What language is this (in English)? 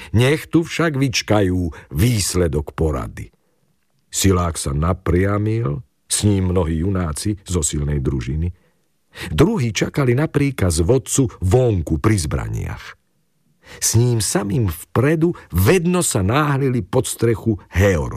Slovak